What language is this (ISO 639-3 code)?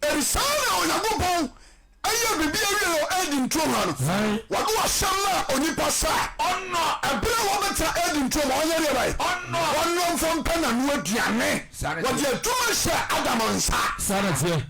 aka